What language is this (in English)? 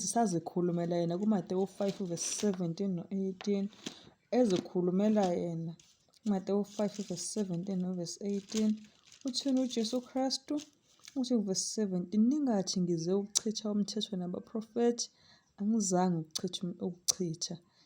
Zulu